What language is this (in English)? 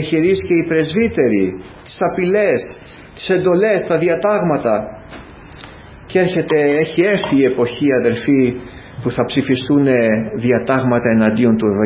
Greek